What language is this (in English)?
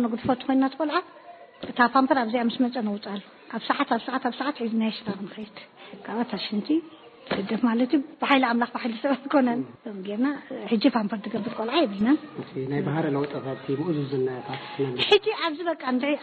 Tigrinya